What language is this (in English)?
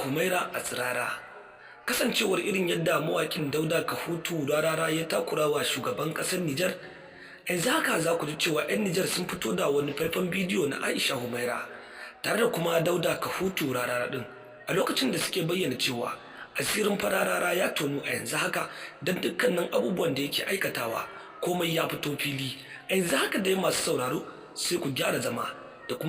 Hausa